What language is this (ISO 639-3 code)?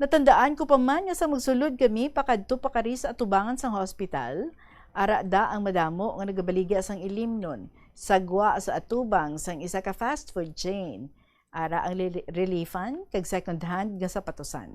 hil